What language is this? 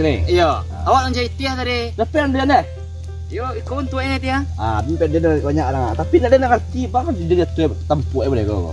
Minangkabau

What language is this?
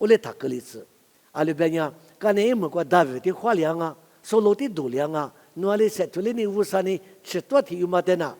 Lisu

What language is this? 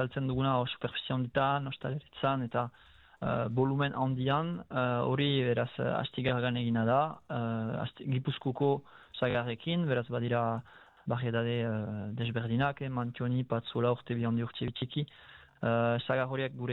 Basque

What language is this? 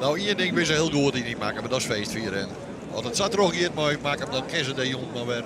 Western Frisian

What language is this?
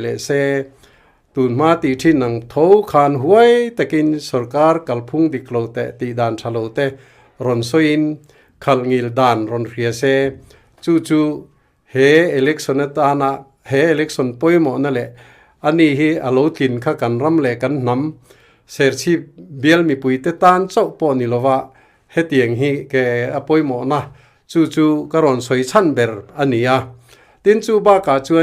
Mizo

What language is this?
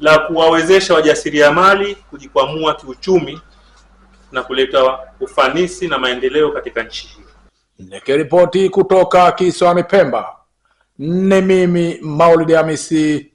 Swahili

